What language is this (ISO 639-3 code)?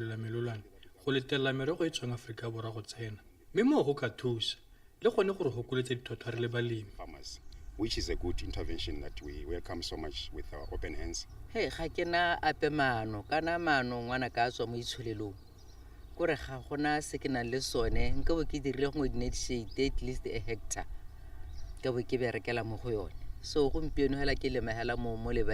tsn